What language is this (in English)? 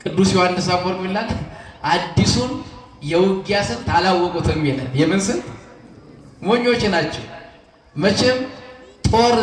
Amharic